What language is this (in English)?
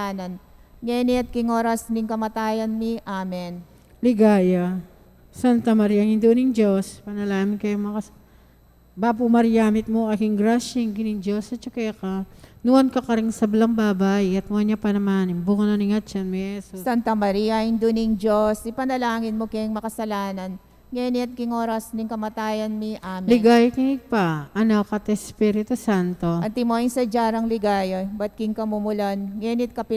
Pampanga